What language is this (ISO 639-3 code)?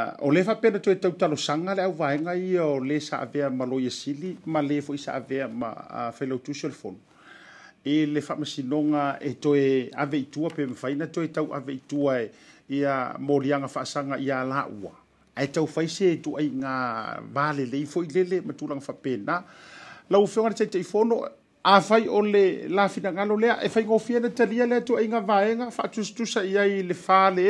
smo